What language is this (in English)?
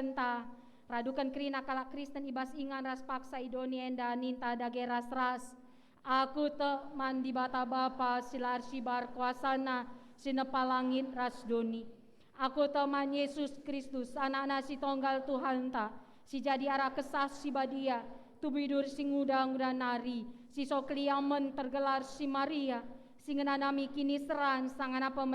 Batak Karo